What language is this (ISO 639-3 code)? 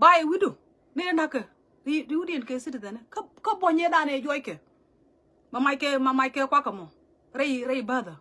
nus